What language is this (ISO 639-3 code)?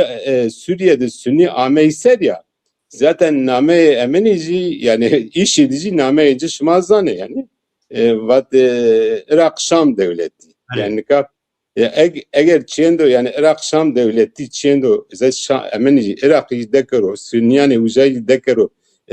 zza